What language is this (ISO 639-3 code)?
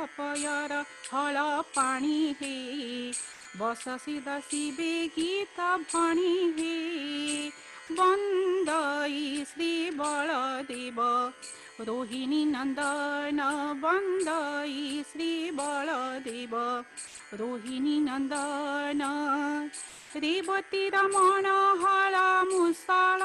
ori